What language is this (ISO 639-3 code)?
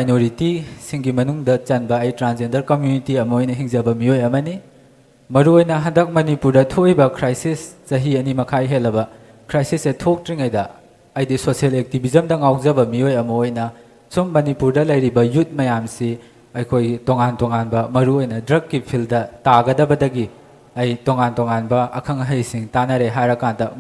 mni